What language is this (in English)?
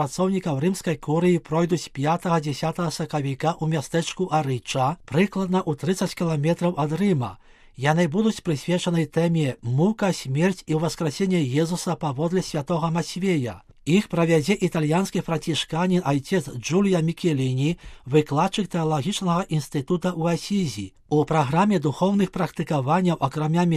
Belarusian